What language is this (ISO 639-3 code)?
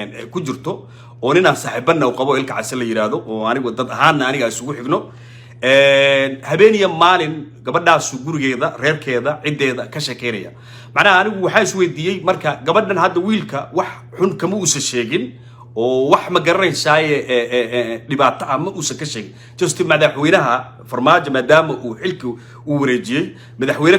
som